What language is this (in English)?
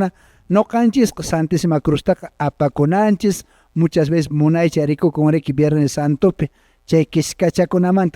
Quechua